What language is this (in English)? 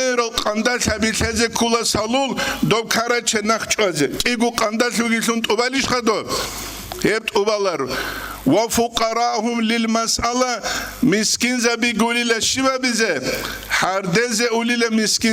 Avaric